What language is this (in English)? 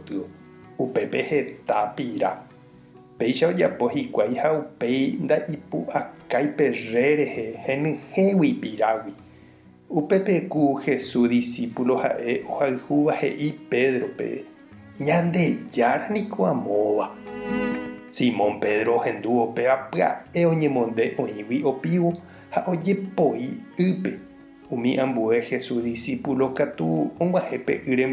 Guarani